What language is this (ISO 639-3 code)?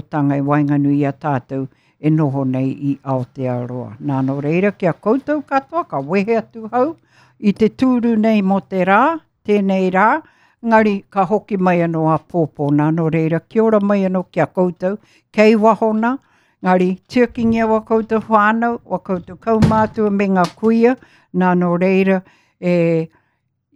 mri